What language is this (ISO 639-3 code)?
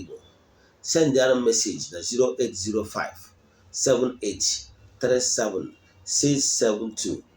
ibo